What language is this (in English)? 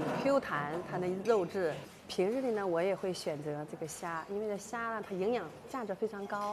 Chinese